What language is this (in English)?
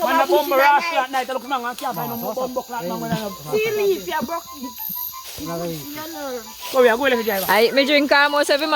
Jamaican Creole English